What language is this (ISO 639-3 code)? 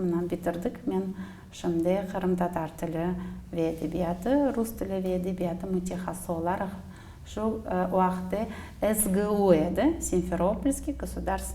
crh